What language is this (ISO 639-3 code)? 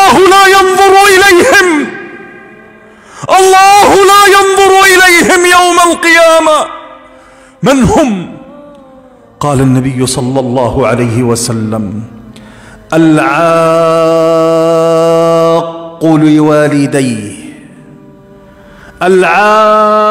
ara